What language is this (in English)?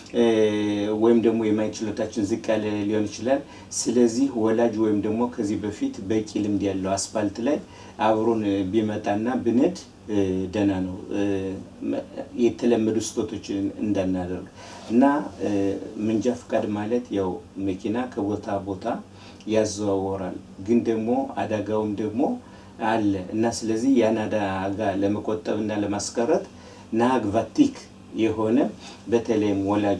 Amharic